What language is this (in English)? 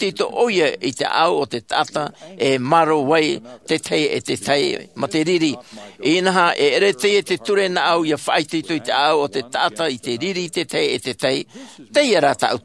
Tahitian